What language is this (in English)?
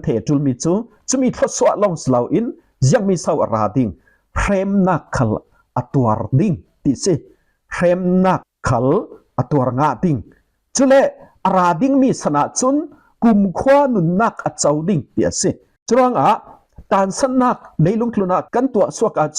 Falam Chin